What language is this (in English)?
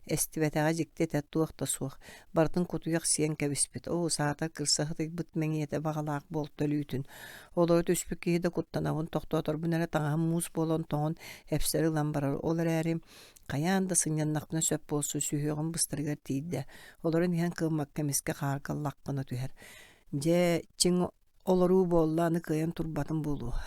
Yakut